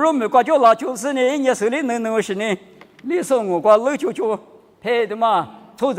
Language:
Lisu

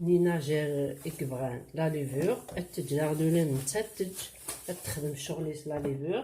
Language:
Kabyle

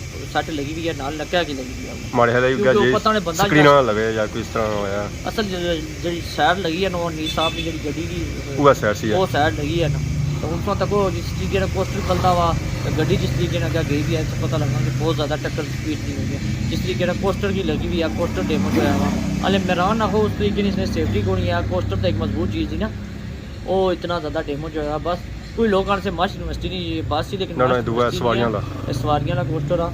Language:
Pahari-Potwari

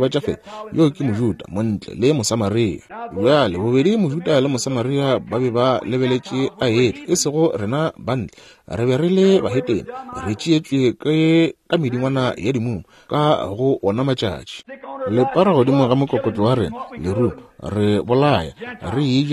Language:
Northern Sotho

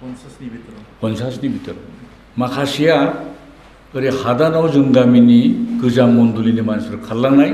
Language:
Bodo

